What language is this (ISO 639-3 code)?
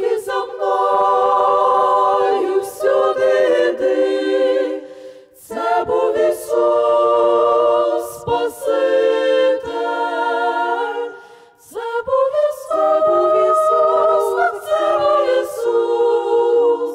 ukr